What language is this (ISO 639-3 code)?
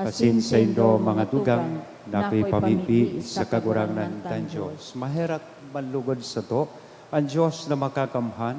bik